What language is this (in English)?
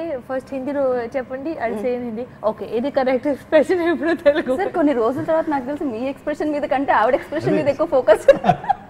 Telugu